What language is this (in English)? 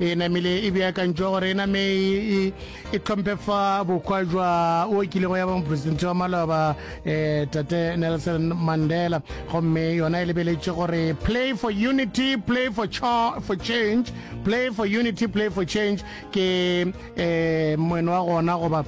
Northern Sotho